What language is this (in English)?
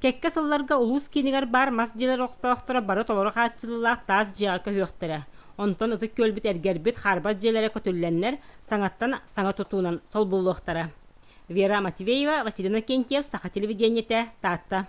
Yakut